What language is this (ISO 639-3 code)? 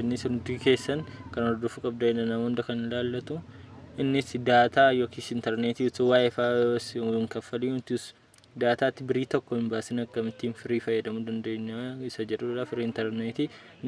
orm